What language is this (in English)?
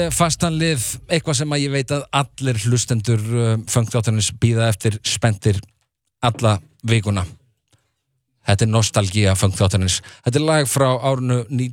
Icelandic